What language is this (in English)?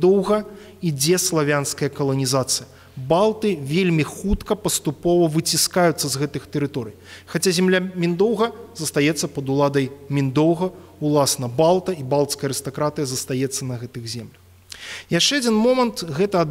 Belarusian